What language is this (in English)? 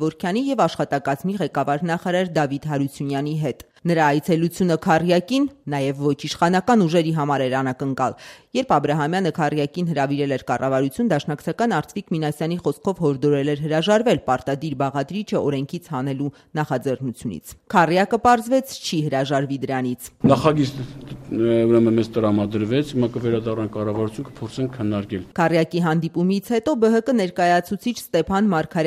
Armenian